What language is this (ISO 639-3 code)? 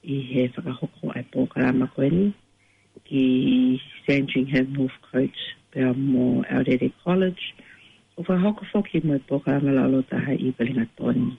ton